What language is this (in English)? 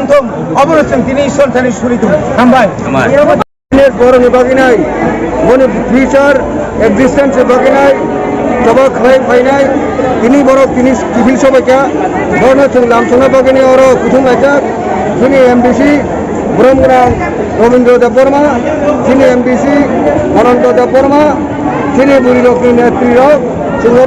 Kok Borok